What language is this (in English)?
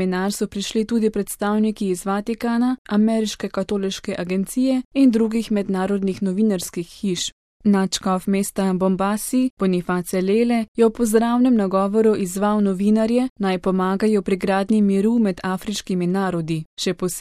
Slovenian